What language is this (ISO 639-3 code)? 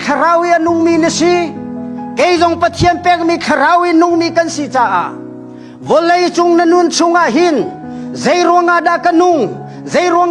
cnh